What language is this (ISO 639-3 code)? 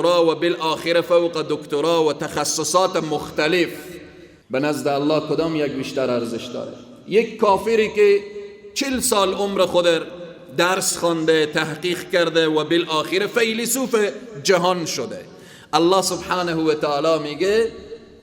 fas